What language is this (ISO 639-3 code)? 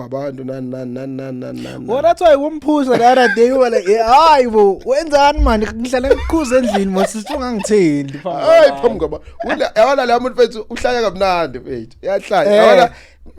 zul